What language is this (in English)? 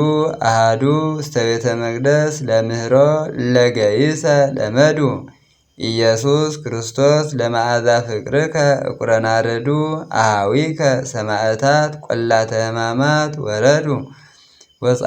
Amharic